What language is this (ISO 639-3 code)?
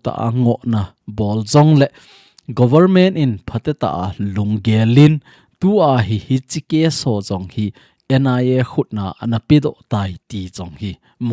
tcz